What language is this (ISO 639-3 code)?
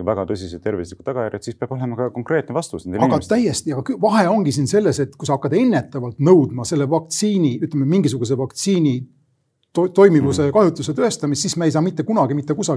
est